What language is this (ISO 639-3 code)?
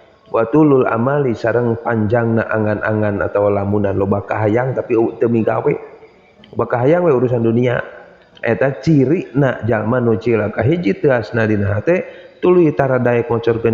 sun